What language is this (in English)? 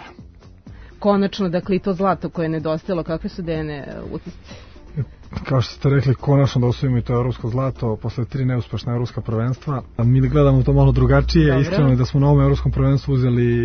Serbian